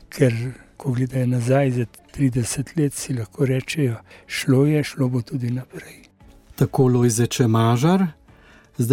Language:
Slovenian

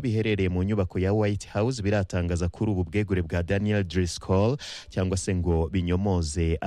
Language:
Kinyarwanda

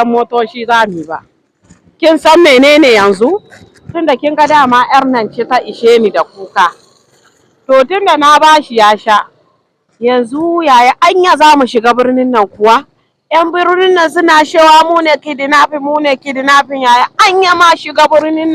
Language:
Hausa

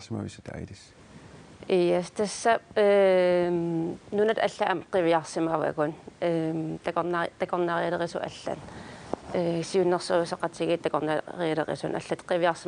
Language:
Kalaallisut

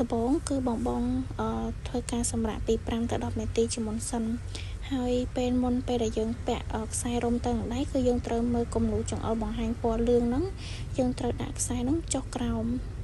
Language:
Khmer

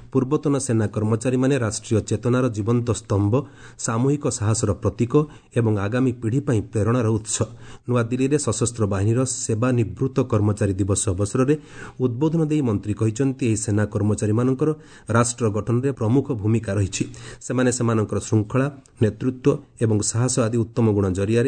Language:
Odia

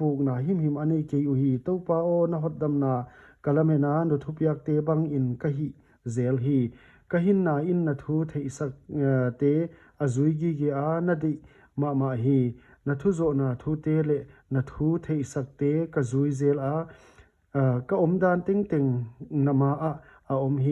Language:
Paite Chin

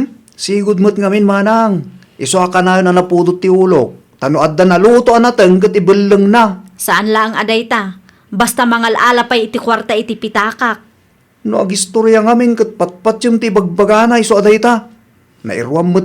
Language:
Iloko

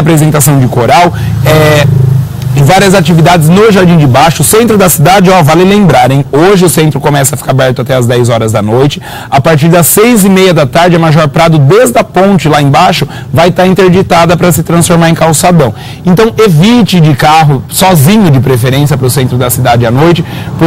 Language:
Portuguese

